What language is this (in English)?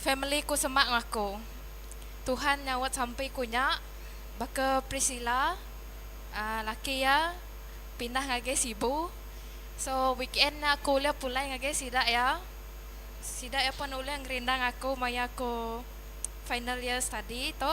Iban